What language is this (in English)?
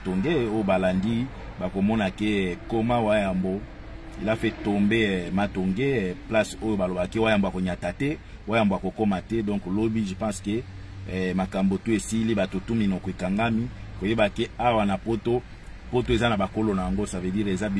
Lingala